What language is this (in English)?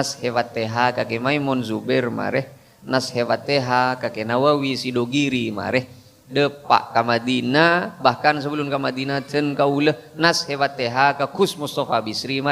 Madurese